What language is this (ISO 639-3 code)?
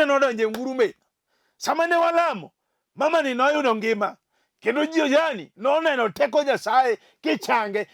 luo